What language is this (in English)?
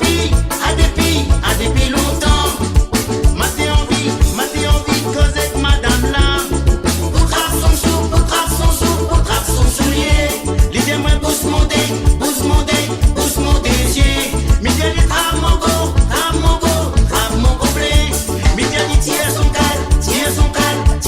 Morisyen